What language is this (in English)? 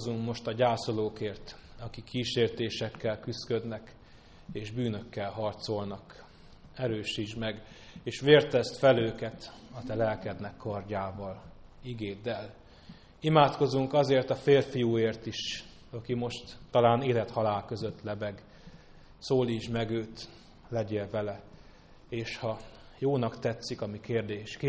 Hungarian